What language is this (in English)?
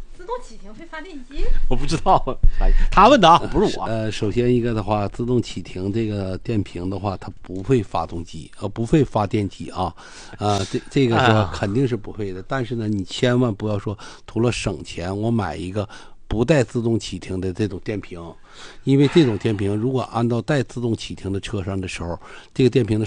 Chinese